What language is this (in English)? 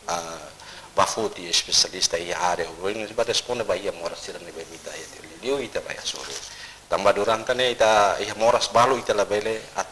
Tetum